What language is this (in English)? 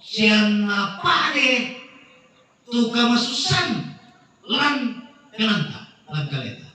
Toraja-Sa'dan